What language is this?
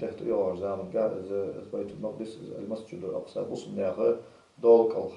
Ingush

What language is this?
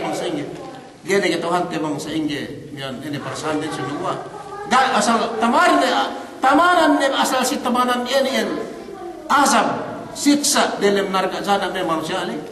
Yakan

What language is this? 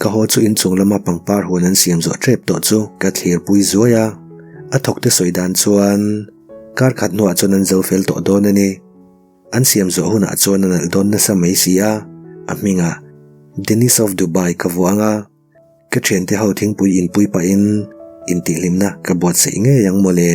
Mizo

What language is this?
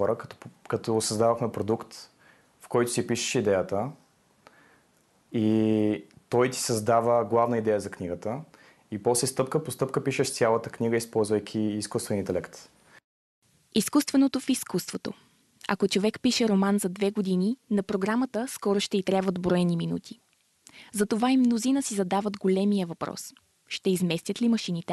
Bulgarian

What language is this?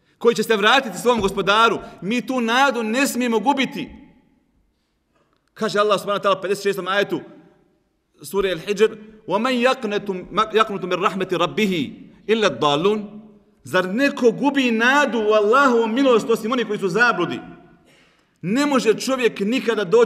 Bosnian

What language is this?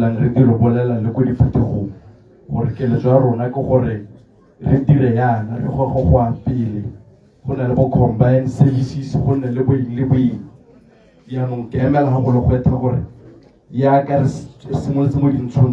Tswana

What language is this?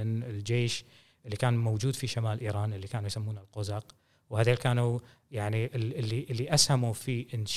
Gulf Arabic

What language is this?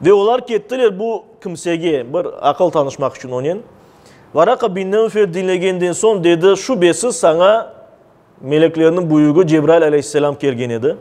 Crimean Tatar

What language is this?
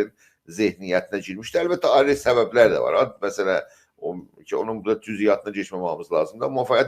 South Azerbaijani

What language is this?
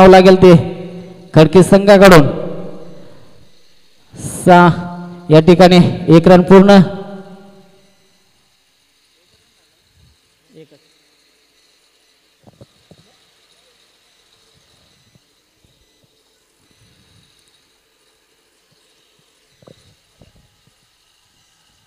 Marathi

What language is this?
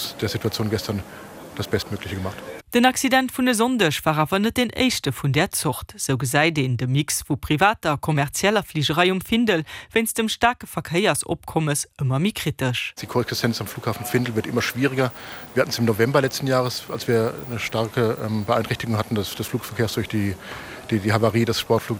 Luxembourgish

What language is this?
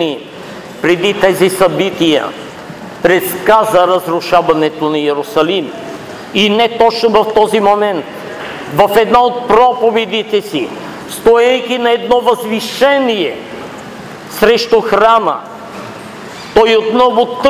Bulgarian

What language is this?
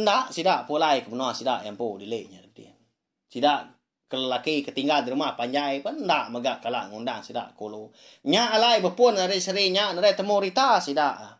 Iban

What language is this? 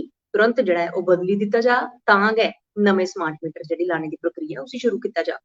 Dogri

